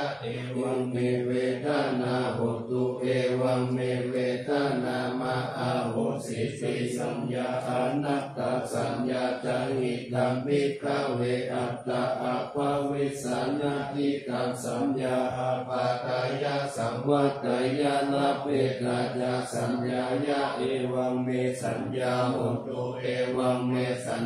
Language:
Pali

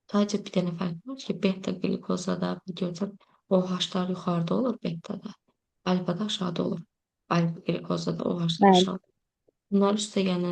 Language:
Azerbaijani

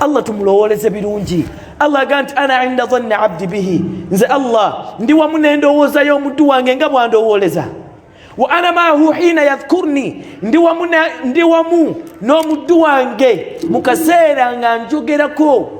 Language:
Ganda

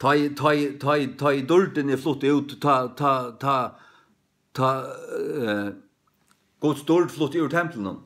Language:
Faroese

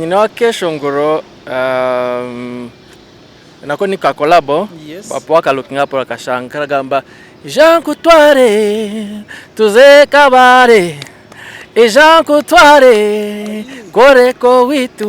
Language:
Nyankole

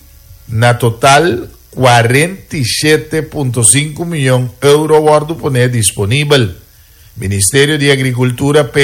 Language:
Papiamento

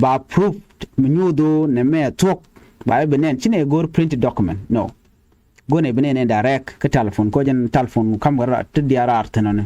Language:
Nuer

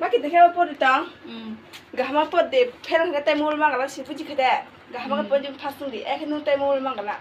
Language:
Kok Borok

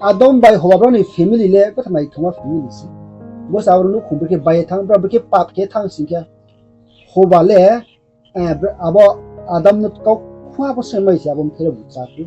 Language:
Riang (India)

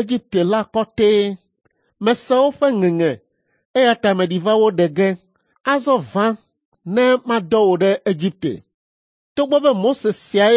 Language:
Ewe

